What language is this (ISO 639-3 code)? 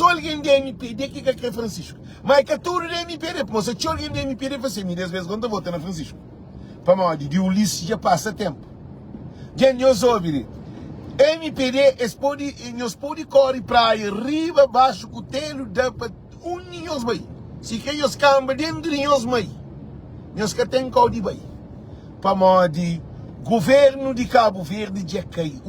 kea